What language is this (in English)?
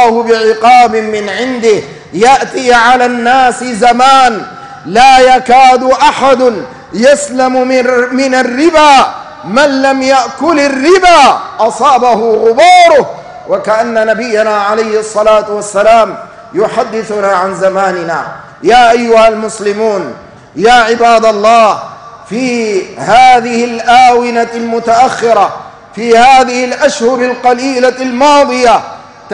Arabic